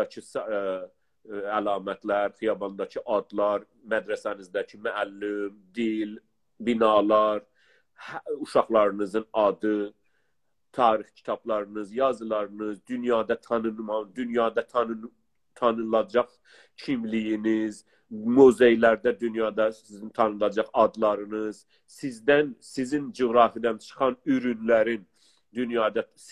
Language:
South Azerbaijani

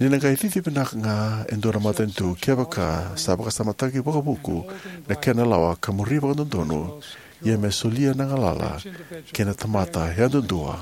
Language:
Fijian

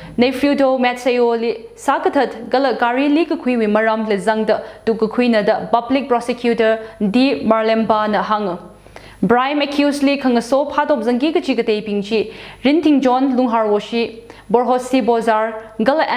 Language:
Tangkhul Naga (India)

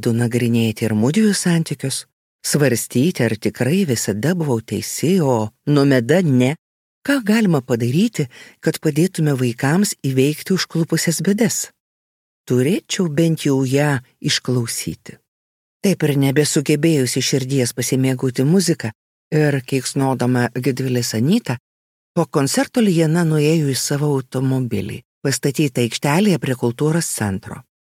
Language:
Lithuanian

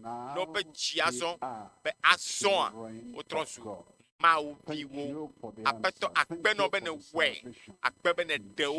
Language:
Ewe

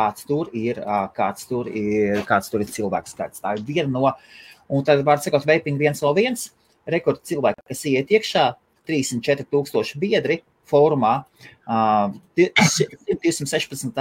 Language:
Latvian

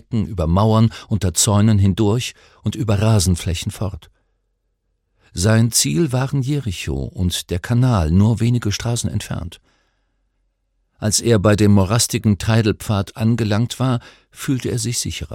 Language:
German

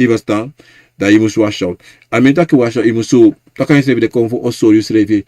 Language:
Sranan Tongo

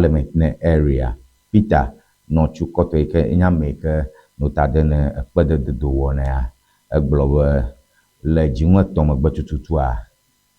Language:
Ewe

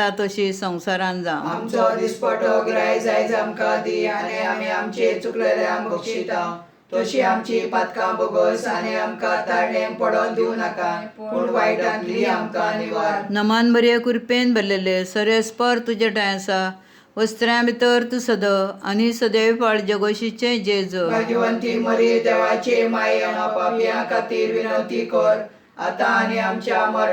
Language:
Konkani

